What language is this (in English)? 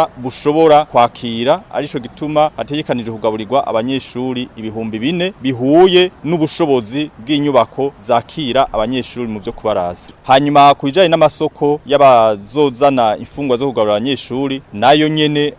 Rundi